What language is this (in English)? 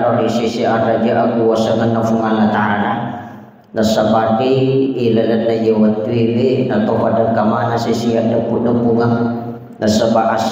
Buginese